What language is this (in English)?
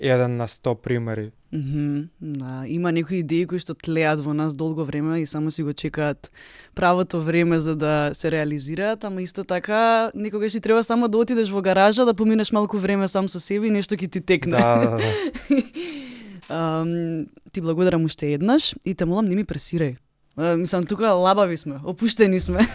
Macedonian